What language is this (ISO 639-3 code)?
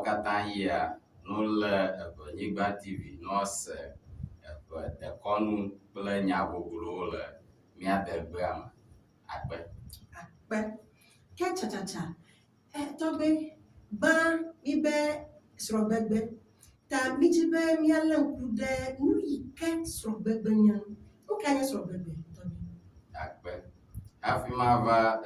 ewe